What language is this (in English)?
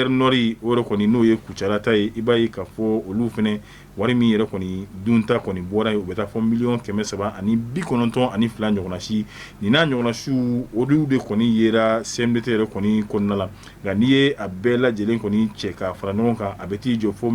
Bambara